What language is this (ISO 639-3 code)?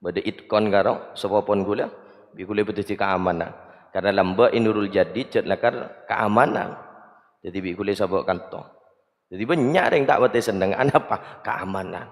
mad